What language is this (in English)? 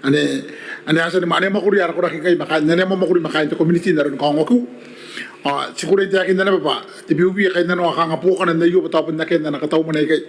Gilbertese